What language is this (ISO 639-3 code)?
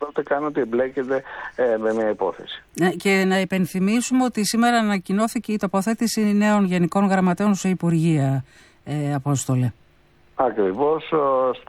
ell